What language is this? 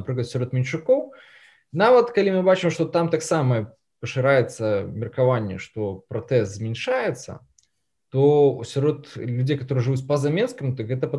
Belarusian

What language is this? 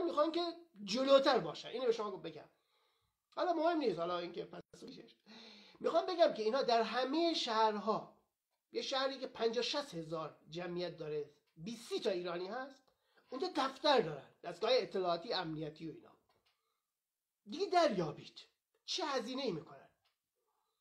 Persian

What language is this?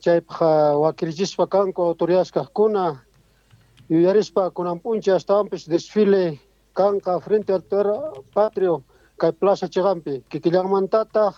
Quechua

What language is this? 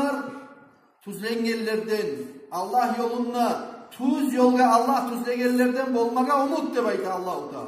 Kumyk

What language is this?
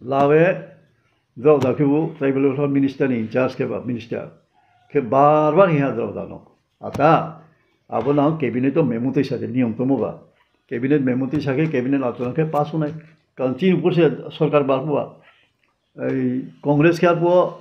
Riang (India)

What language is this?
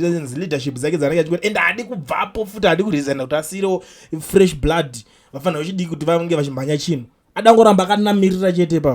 Shona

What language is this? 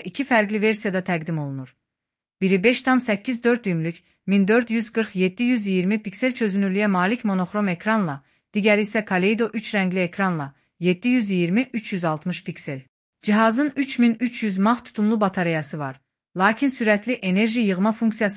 Azerbaijani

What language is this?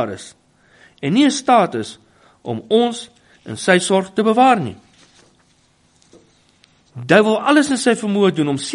Afrikaans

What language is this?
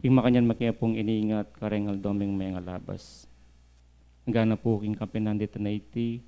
Pampanga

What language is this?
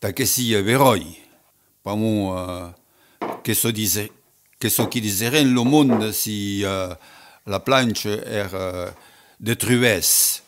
Occitan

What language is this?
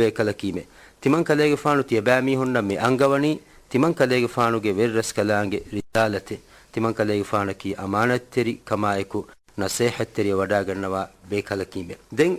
Divehi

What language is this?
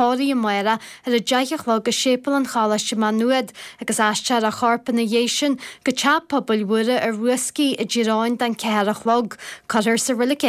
Irish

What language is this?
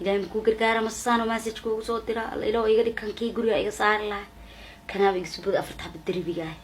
Somali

